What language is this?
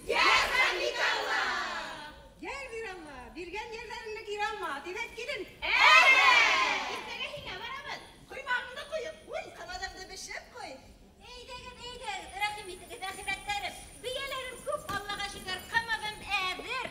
Bashkir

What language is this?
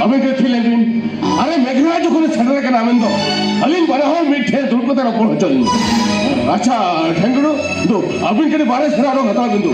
Santali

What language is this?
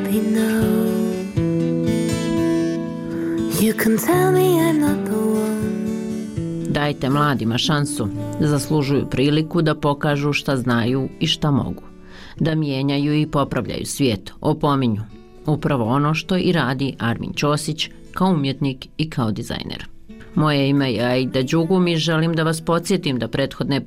Bosnian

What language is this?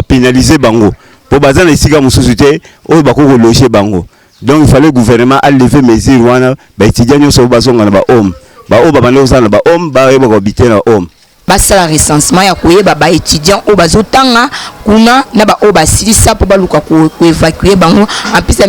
Lingala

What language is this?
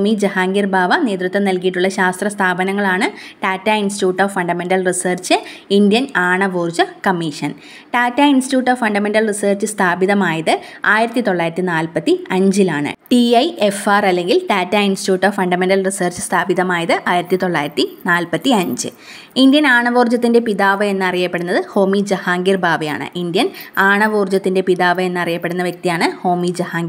Malayalam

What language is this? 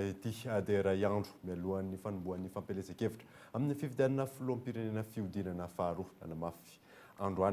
Malagasy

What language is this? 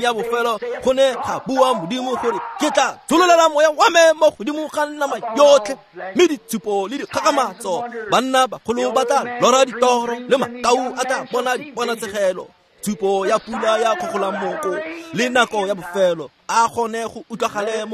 Tswana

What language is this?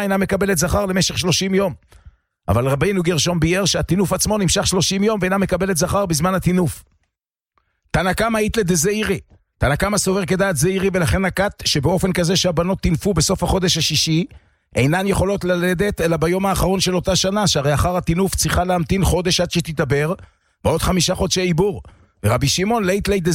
Hebrew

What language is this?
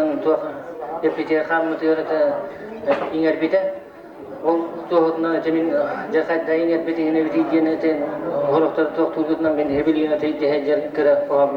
Yakut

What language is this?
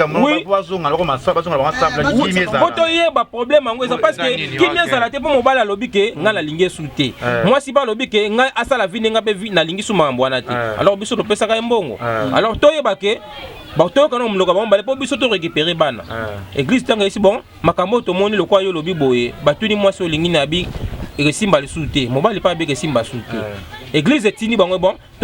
Lingala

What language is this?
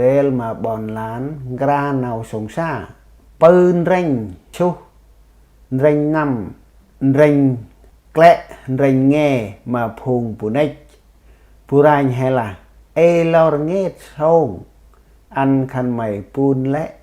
Central Mnong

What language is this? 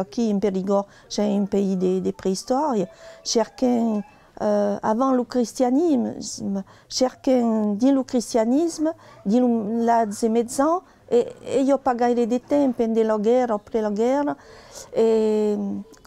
Occitan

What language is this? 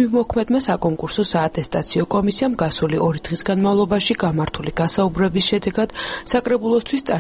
Georgian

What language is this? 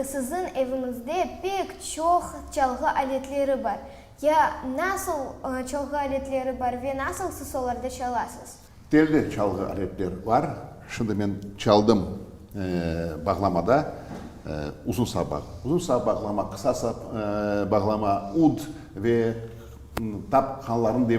Crimean Tatar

